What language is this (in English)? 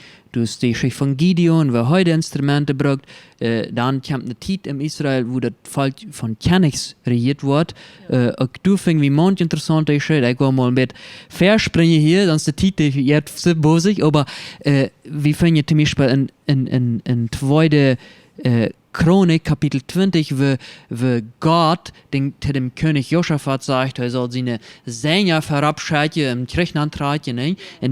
Plautdietsch